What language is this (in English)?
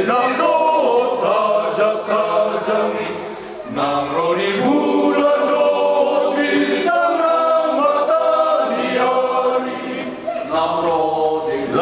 Batak Toba